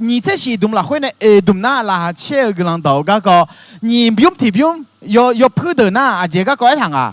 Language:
Akha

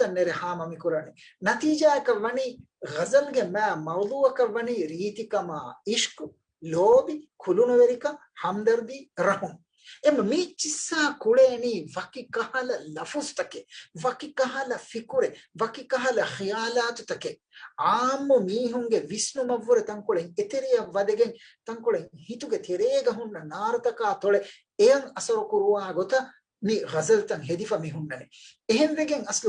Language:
Divehi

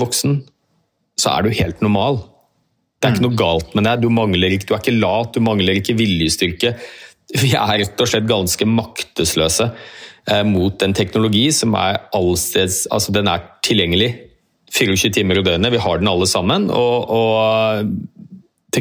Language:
Norwegian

